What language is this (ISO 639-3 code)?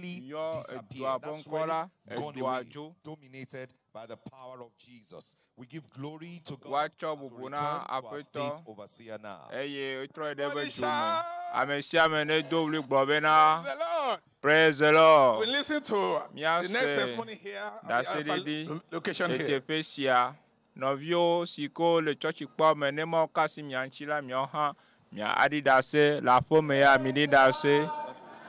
ewe